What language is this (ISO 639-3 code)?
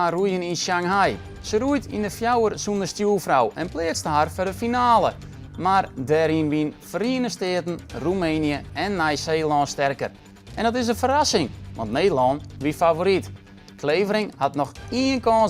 fry